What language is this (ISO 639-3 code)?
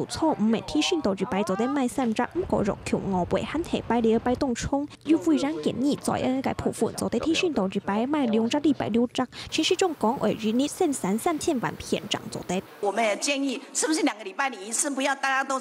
hak